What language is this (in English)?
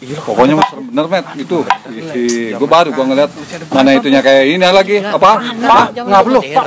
Betawi